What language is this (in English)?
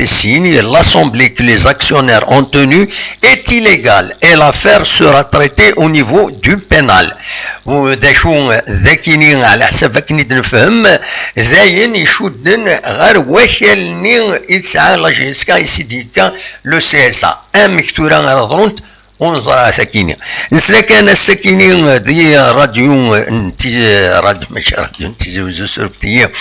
Kabyle